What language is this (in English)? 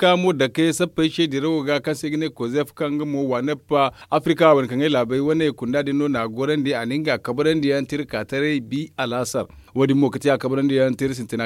Zarma